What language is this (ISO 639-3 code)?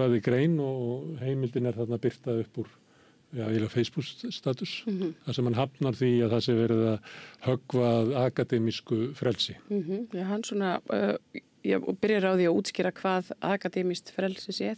isl